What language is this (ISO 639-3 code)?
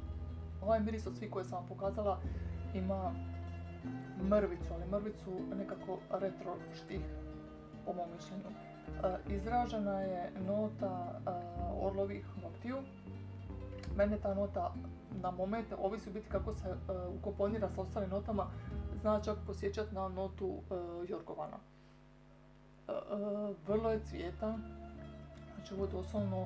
hrv